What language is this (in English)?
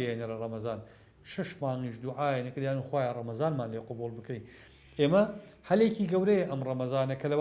Central Kurdish